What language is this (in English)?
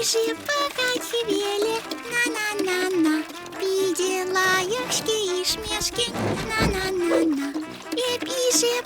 Chuvash